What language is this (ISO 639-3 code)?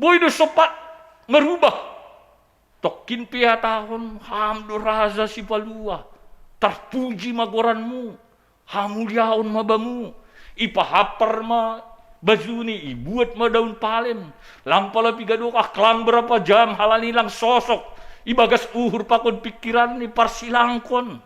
bts